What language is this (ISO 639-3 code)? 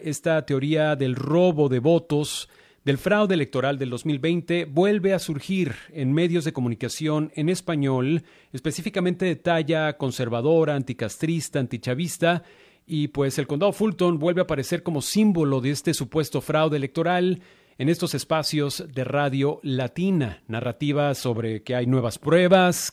spa